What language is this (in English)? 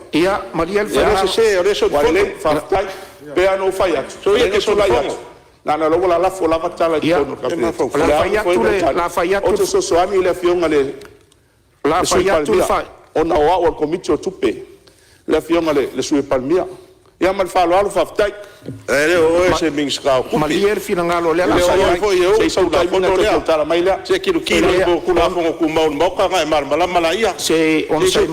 Samoan